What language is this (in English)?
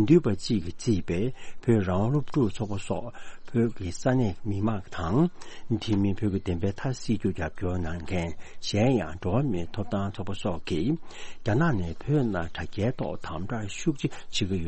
Tibetan